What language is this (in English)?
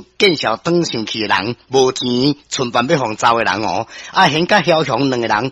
Min Nan Chinese